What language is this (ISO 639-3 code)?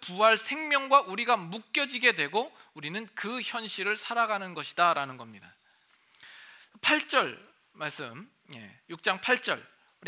kor